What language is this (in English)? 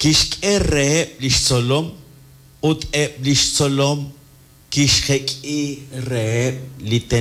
Kekchí